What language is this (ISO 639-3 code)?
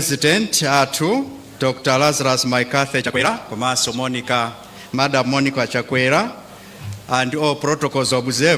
nya